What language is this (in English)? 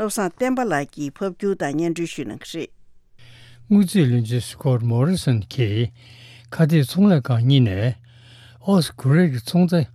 Tibetan